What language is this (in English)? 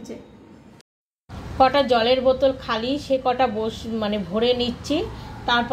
Bangla